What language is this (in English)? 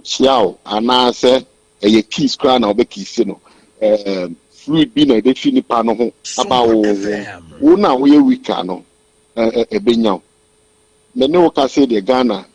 Akan